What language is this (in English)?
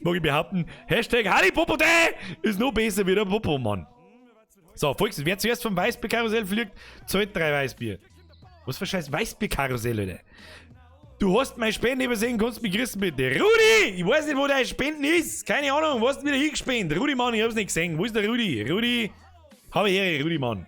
Bavarian